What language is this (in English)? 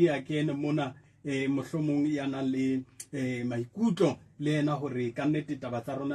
Southern Sotho